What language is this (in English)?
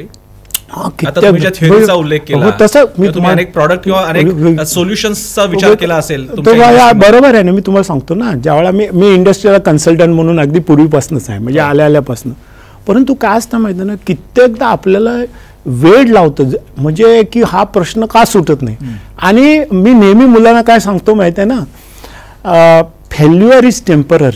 Marathi